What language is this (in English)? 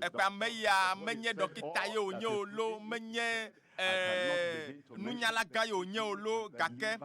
Ewe